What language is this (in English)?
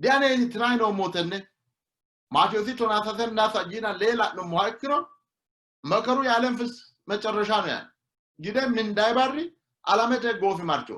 Sidamo